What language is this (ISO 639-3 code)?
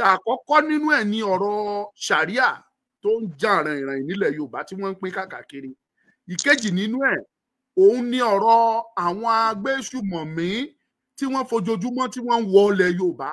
yor